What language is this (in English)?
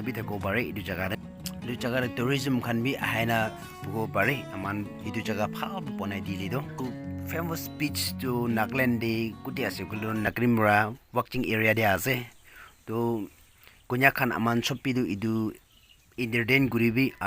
Naga Pidgin